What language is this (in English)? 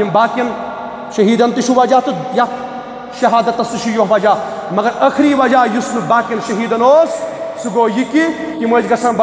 Kashmiri